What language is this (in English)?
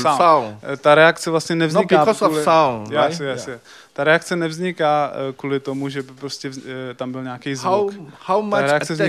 Czech